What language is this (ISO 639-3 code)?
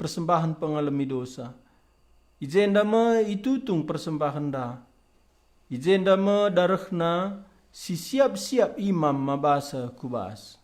btx